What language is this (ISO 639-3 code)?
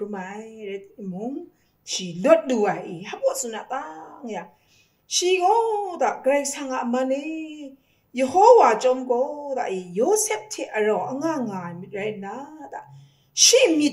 kac